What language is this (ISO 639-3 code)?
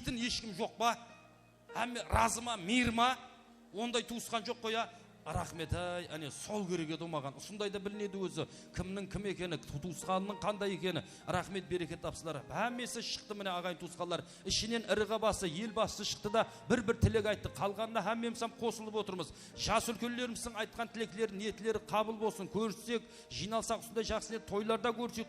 kaa